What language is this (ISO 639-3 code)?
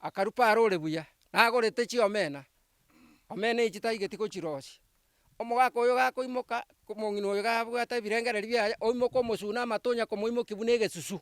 guz